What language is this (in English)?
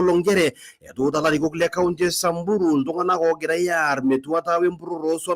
Masai